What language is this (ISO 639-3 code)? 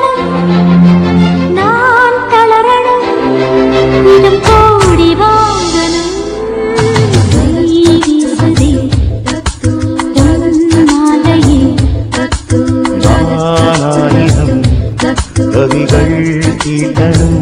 tam